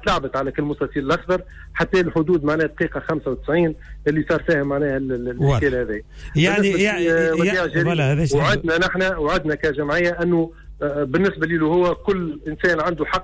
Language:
Tunisian Arabic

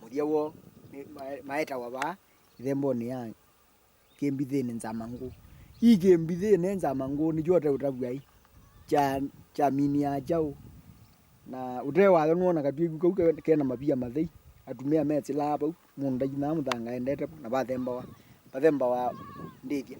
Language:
Kamba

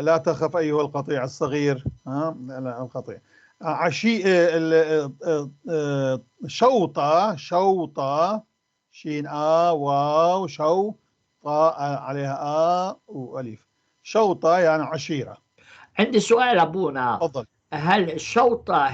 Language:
North Levantine Arabic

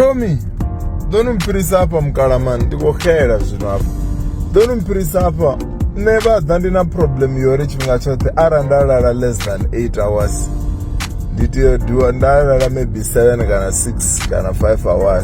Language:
Venda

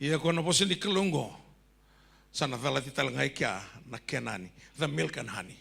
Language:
Fijian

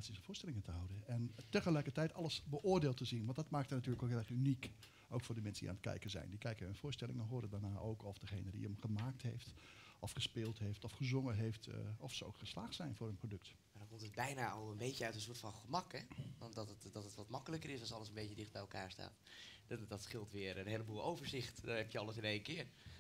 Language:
Dutch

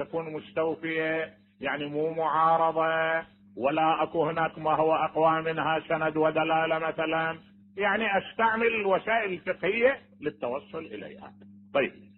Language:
Mesopotamian Arabic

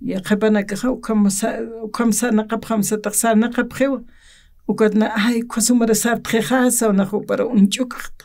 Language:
Aymara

